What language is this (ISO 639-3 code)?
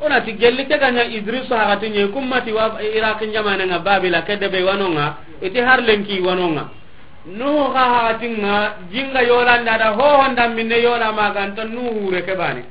snk